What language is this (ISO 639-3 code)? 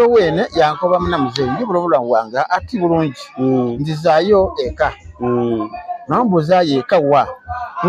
xog